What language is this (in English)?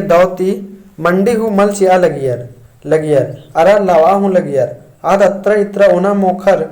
Kurukh